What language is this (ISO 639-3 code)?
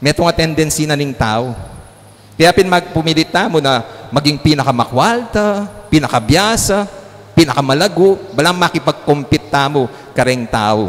pam